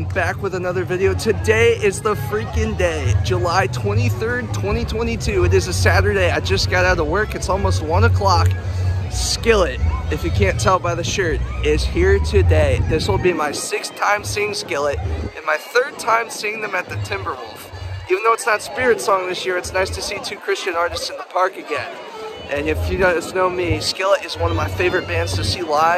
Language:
English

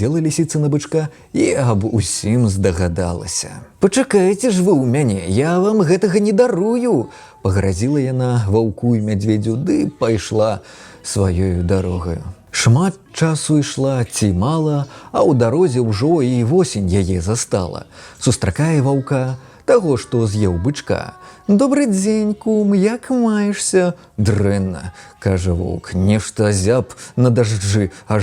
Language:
Belarusian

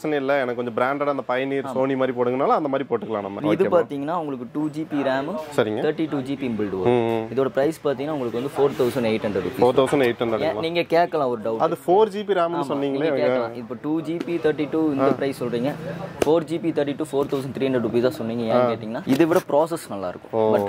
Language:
Tamil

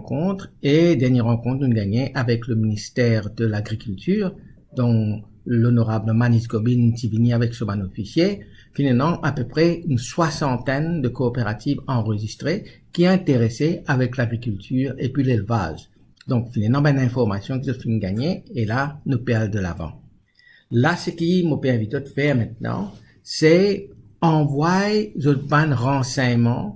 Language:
Morisyen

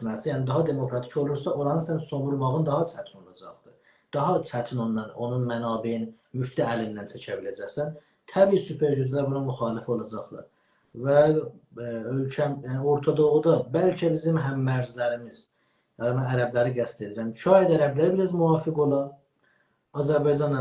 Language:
South Azerbaijani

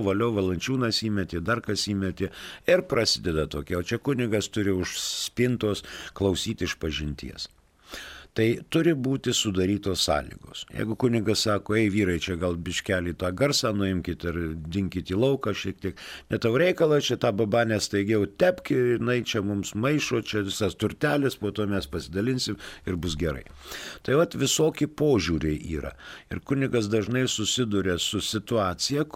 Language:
Lithuanian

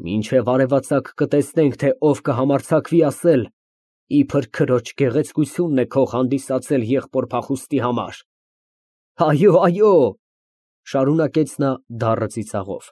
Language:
Armenian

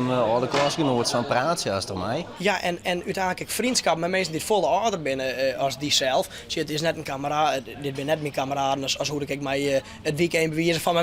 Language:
Western Frisian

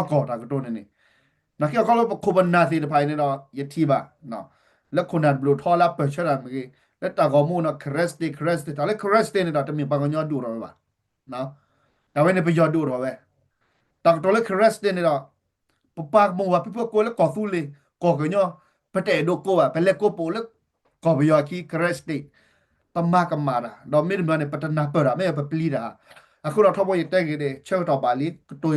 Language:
S'gaw Karen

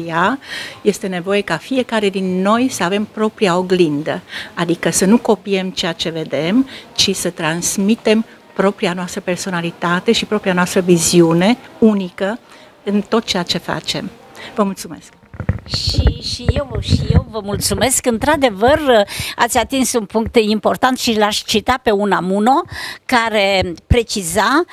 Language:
Romanian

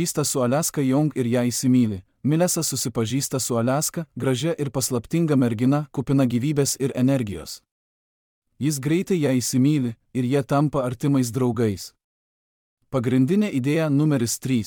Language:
Lithuanian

